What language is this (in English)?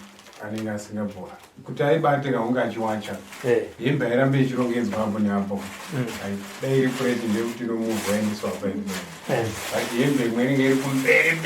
Shona